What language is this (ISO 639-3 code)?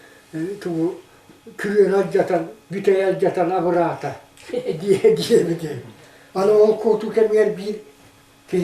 sah